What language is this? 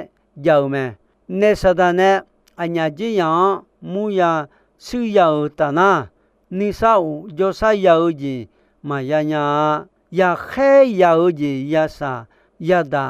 Akha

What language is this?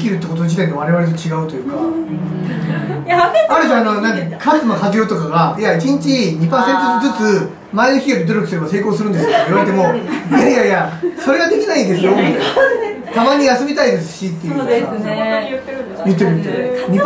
Japanese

